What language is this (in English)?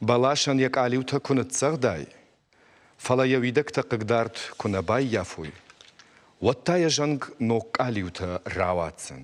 Ossetic